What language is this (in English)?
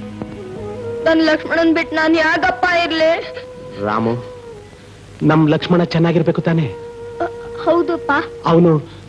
Kannada